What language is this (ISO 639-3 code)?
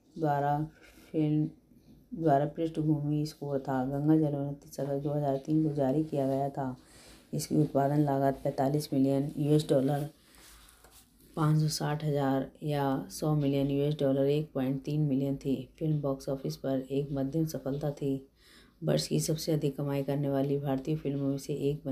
hin